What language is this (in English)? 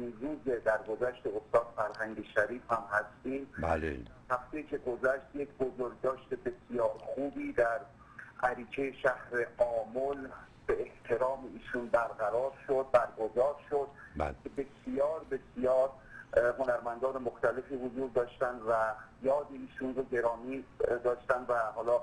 Persian